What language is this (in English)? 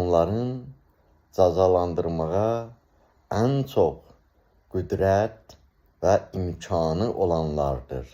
Azerbaijani